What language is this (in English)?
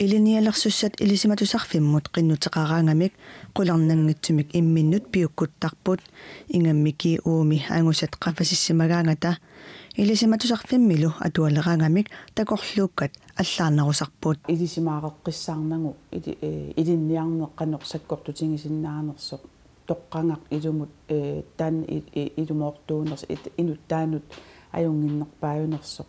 Kalaallisut